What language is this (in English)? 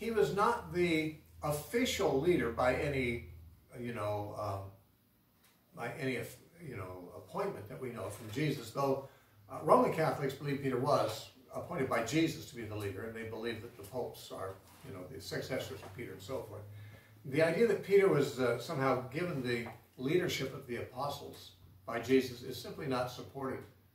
English